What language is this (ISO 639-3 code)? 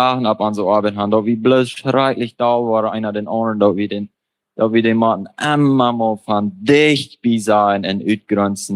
pdt